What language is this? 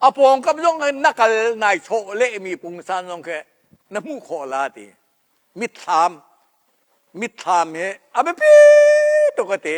Hakha Chin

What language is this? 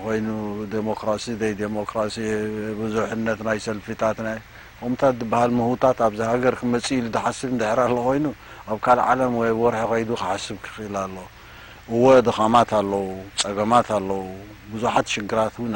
Tigrinya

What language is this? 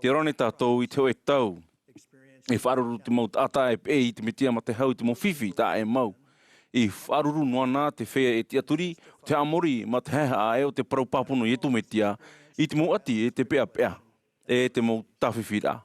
Tahitian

